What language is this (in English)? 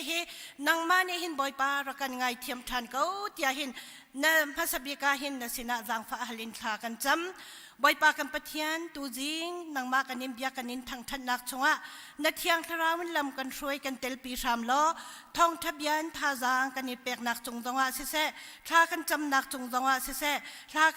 Hakha Chin